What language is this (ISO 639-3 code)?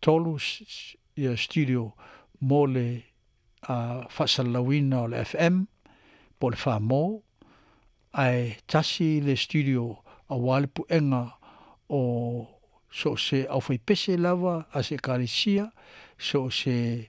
smo